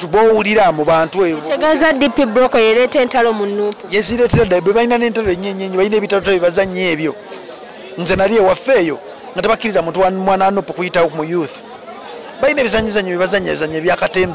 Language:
Ganda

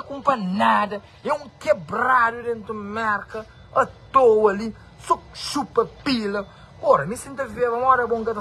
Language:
Kabuverdianu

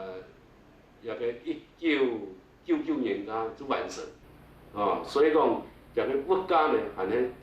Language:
Hakka Chinese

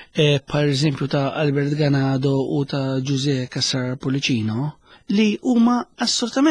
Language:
Maltese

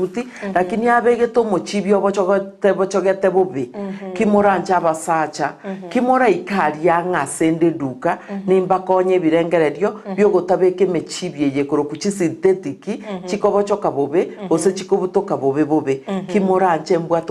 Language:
Gusii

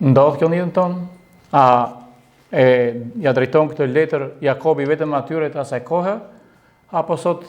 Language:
Albanian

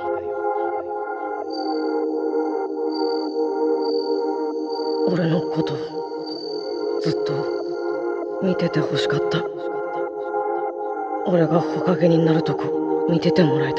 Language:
Japanese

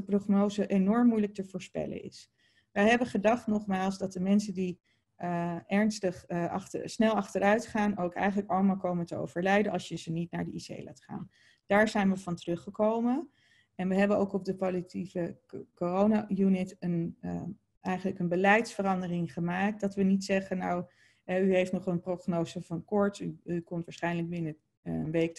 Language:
Dutch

